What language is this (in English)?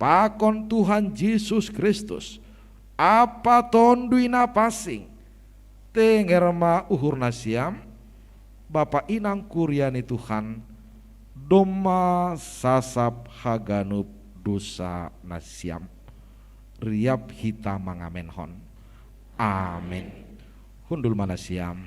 Batak Simalungun